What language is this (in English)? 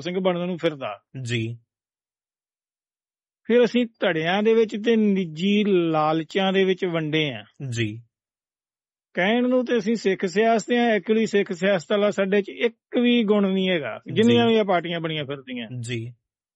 Punjabi